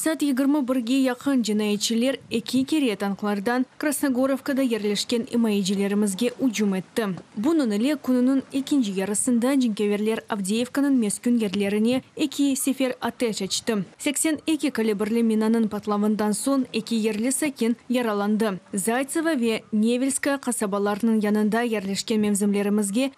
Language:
Crimean Tatar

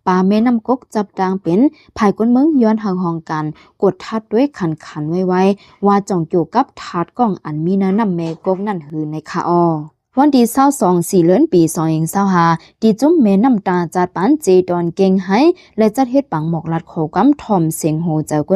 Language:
Shan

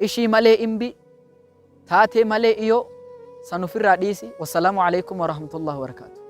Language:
Oromo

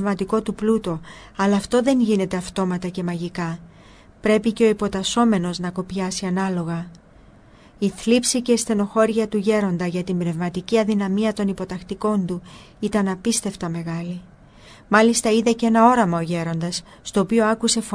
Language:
Greek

